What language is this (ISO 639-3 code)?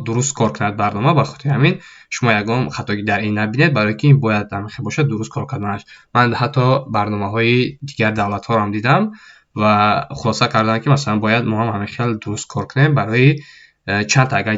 tgk